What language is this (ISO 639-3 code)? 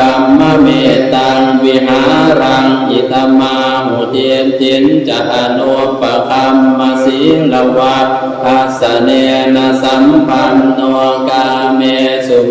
pli